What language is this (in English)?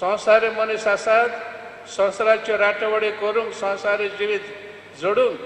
Konkani